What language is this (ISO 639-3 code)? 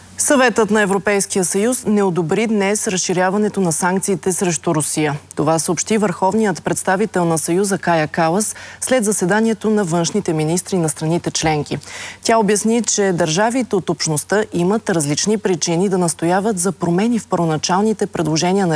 bul